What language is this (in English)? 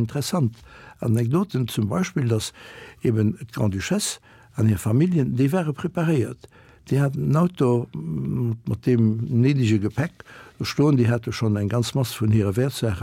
Luxembourgish